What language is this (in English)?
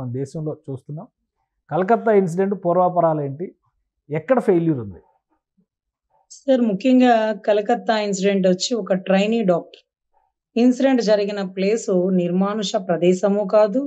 Telugu